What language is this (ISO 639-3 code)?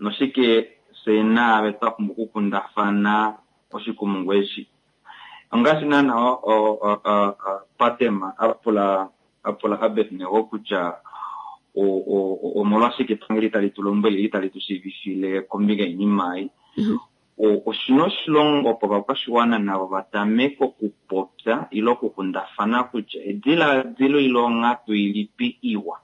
kua